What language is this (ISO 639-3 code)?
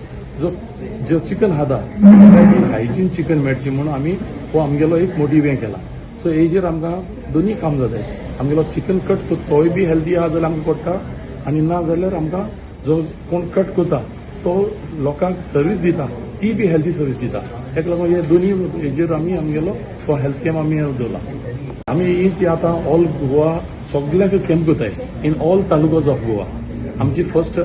kok